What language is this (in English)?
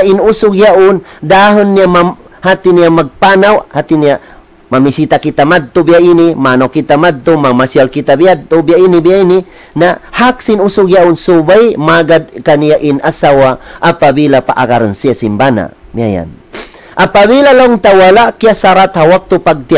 Tausug